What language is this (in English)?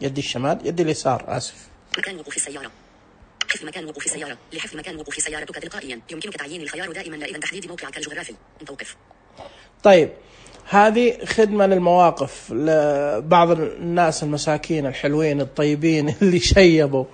Najdi Arabic